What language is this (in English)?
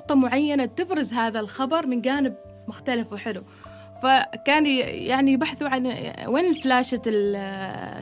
Gulf Arabic